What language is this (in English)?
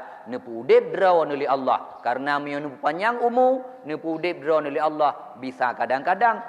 Achinese